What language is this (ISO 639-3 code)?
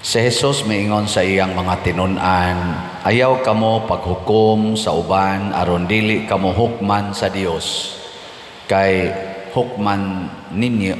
ceb